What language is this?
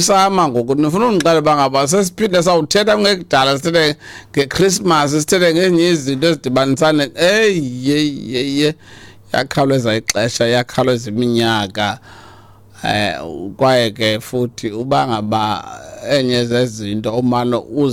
Xhosa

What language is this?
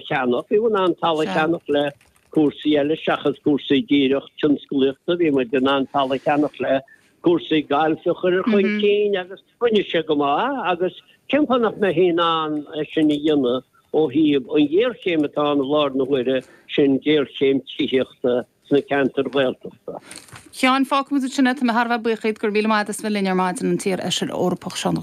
Irish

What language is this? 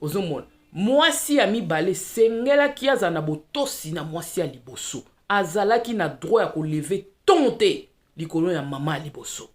Lingala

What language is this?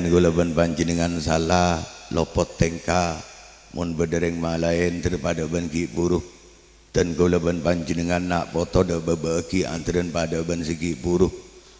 Madurese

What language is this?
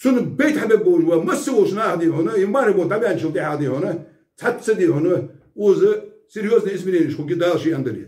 Ingush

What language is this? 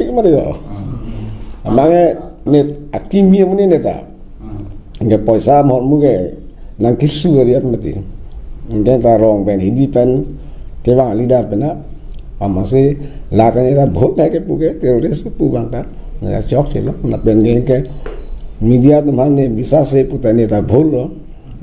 Karbi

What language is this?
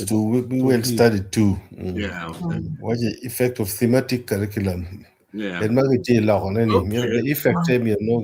Acoli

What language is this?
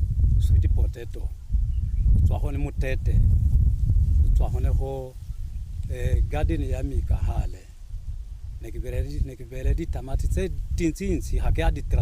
Tswana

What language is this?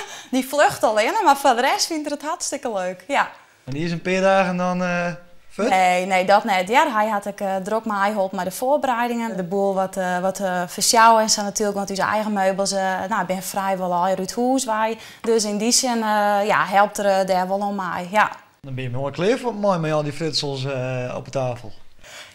Western Frisian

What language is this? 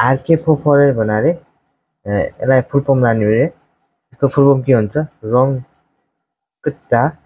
Nepali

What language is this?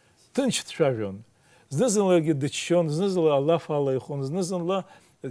Abkhazian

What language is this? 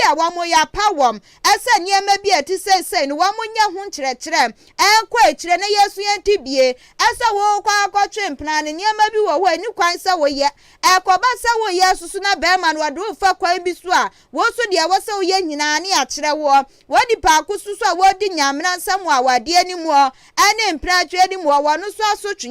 Akan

